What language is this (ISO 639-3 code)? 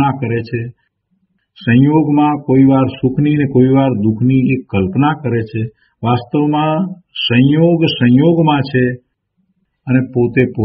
guj